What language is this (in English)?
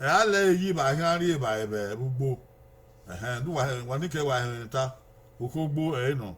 Bini